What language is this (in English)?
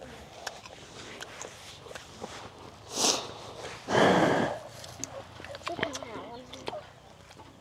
Vietnamese